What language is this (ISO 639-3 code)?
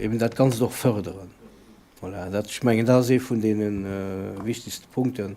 ltz